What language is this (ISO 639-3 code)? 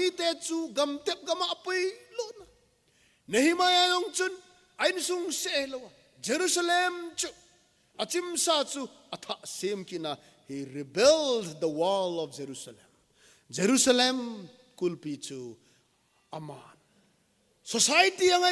tcz